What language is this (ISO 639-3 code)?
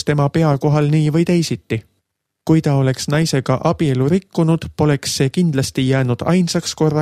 est